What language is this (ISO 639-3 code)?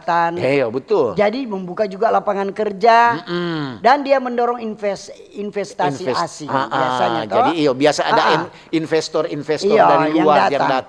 xmm